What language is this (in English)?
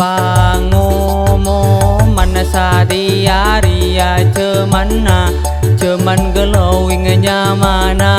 Madurese